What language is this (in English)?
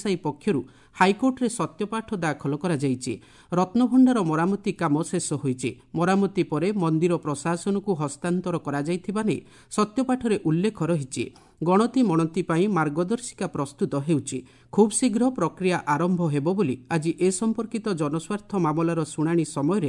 Odia